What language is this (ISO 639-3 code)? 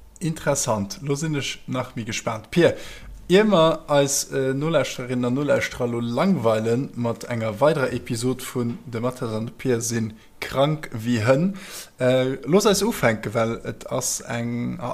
ltz